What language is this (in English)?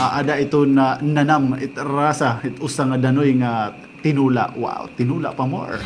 Waray